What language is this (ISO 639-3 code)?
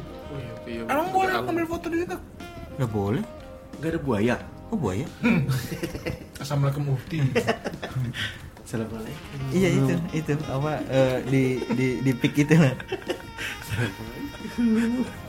ind